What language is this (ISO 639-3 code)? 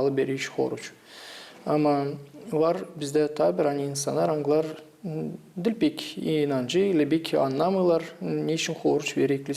gag